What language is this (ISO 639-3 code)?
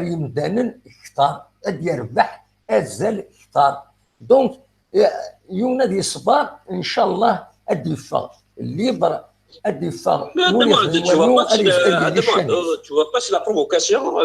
kab